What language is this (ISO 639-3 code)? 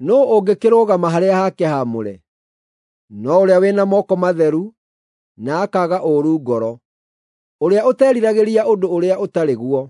kik